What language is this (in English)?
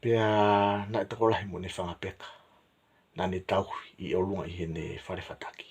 Tongan